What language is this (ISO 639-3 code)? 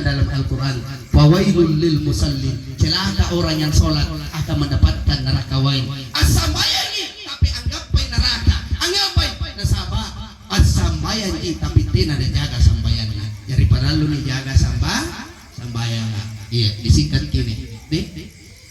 mak